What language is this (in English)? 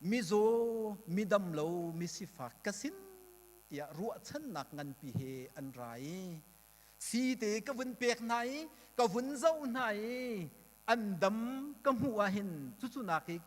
Hakha Chin